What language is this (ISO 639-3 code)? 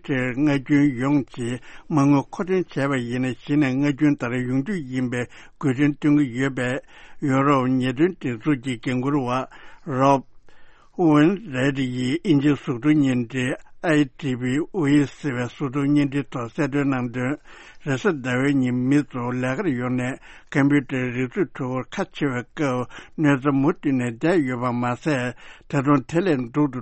bod